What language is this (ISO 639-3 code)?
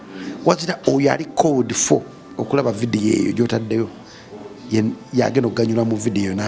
lug